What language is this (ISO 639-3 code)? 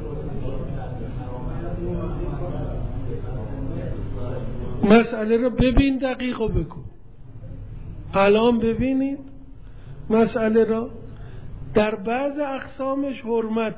fas